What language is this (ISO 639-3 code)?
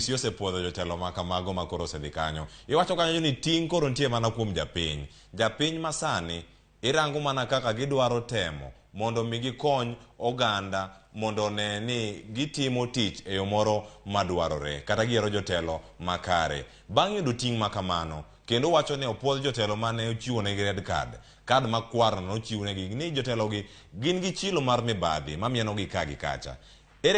luo